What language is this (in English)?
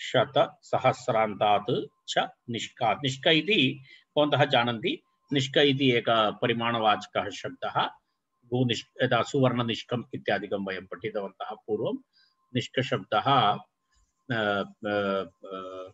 Sanskrit